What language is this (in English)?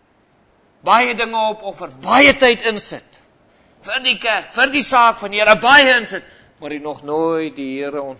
Afrikaans